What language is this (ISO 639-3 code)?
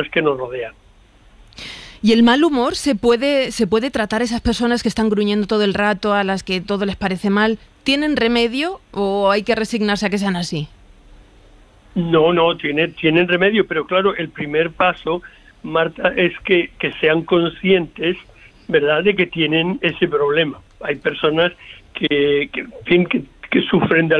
spa